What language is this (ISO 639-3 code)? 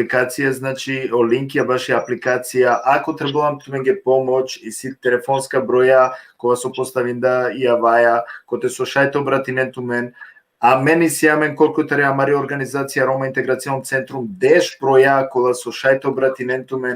rmn